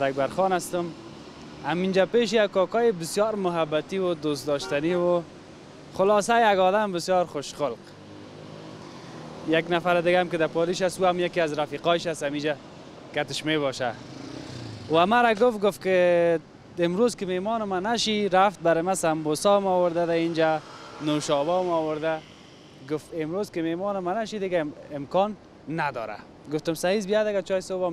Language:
Persian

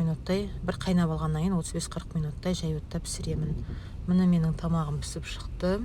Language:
Kazakh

